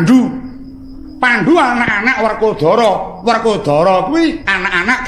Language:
Javanese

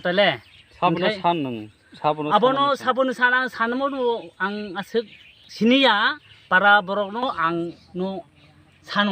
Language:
Kok Borok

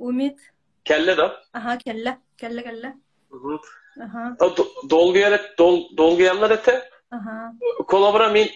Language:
Yakut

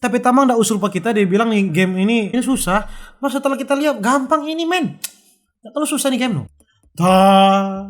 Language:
Manado Malay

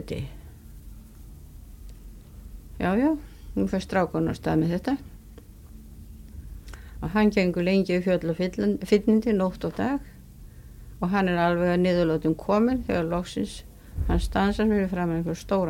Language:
Icelandic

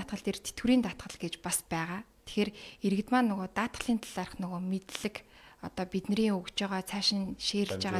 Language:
Mongolian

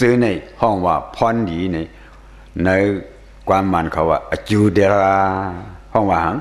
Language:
Shan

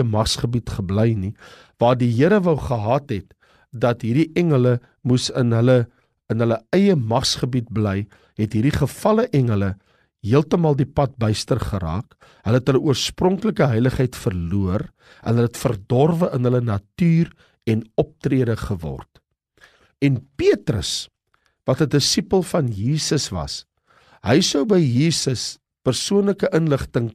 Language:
Afrikaans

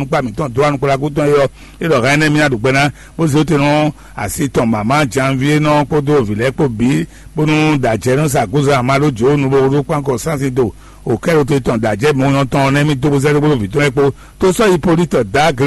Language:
Fon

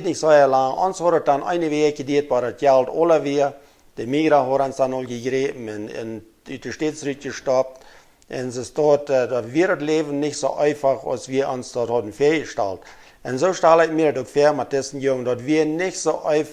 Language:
Plautdietsch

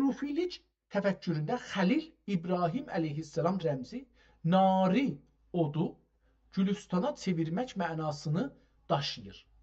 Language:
South Azerbaijani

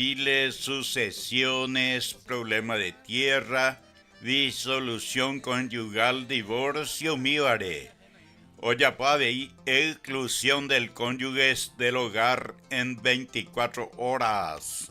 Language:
Guarani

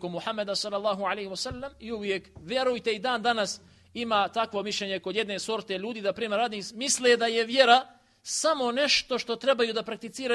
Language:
Bosnian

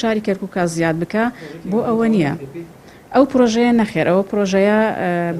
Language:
Central Kurdish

